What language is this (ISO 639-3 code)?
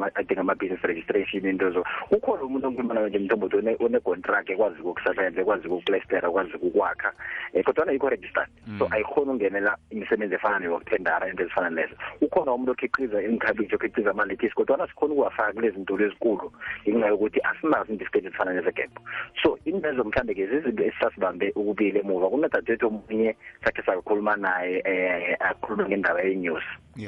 nbl